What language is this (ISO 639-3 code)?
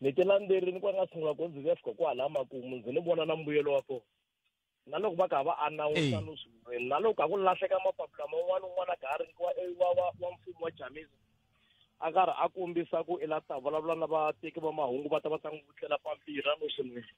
tso